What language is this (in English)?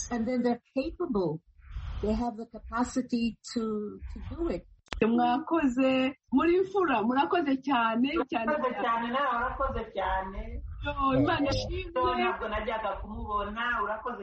Kinyarwanda